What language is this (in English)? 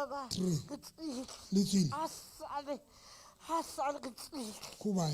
Southern Sotho